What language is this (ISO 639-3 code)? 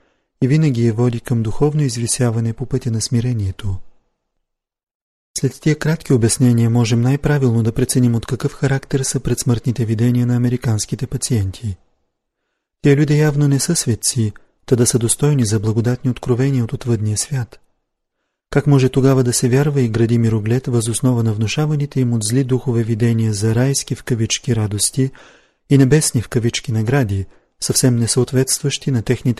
bul